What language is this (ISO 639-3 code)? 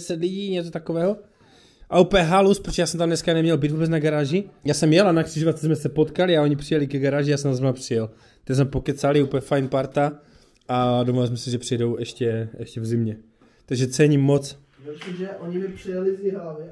ces